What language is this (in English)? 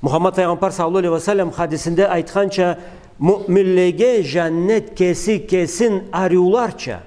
Karachay-Balkar